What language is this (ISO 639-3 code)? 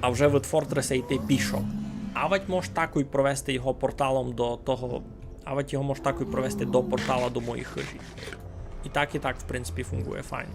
rue